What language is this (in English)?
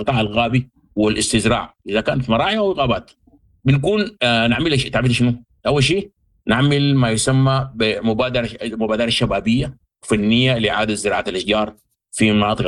Sudanese Arabic